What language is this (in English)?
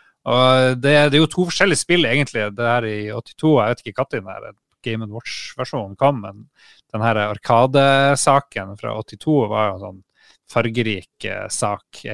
Norwegian